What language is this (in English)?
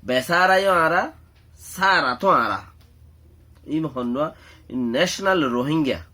Rohingya